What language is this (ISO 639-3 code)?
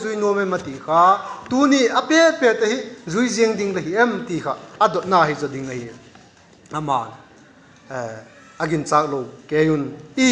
vap